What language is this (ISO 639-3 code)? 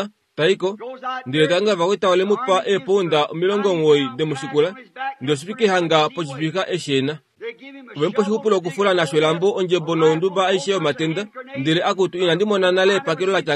kua